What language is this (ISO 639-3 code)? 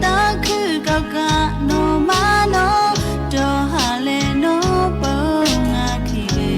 lhu